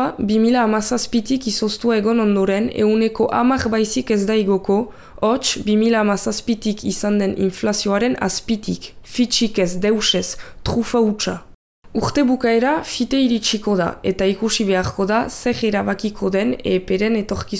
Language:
Basque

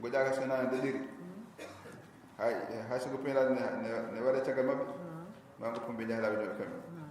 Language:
Fula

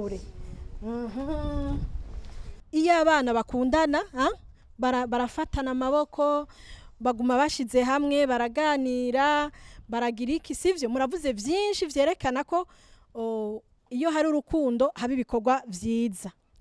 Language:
Rundi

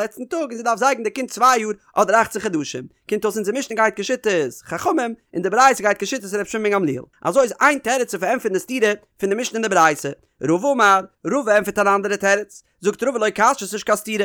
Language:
Yiddish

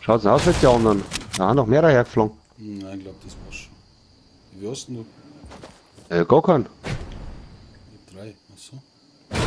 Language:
Bavarian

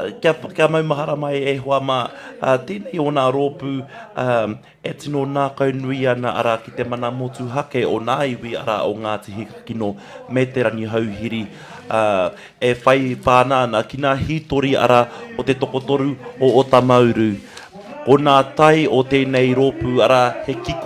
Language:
Māori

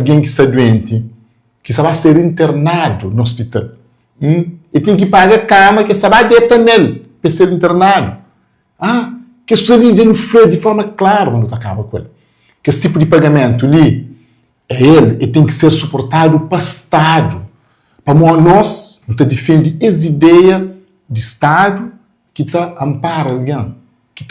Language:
Kabuverdianu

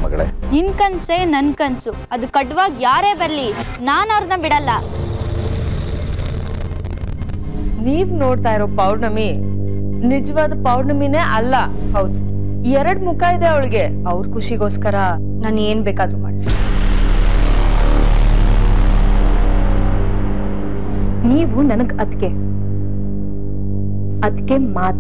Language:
Kannada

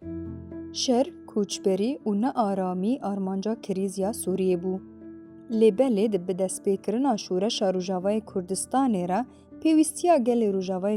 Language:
Kurdish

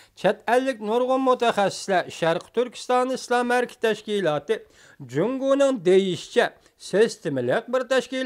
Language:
Uyghur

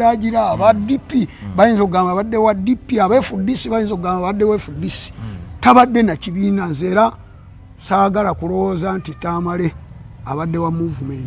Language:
Ganda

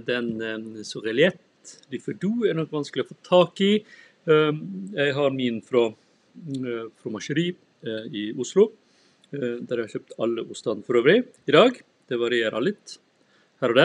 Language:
Norwegian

